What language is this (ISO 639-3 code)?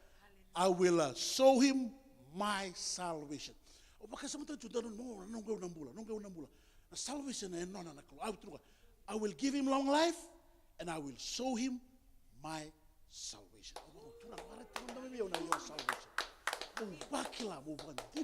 fij